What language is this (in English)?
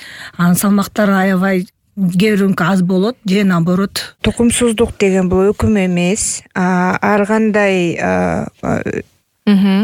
Kyrgyz